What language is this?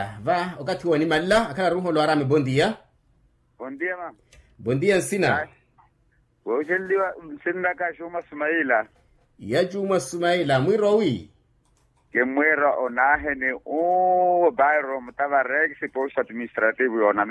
Makhuwa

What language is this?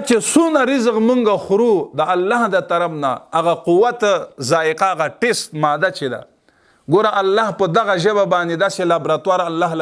Pashto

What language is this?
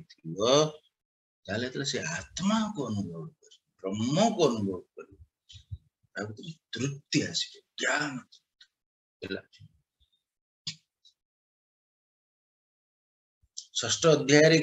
Odia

